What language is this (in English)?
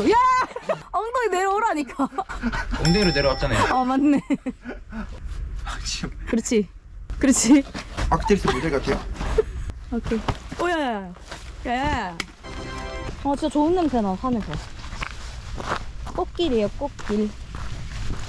Korean